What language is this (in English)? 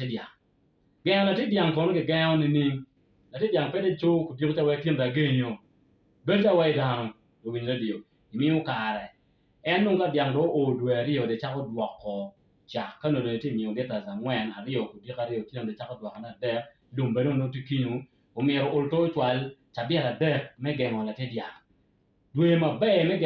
Acoli